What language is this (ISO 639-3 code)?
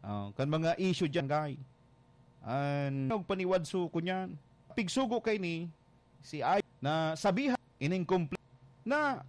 bik